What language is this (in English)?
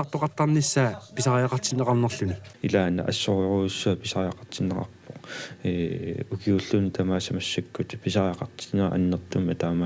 Kalaallisut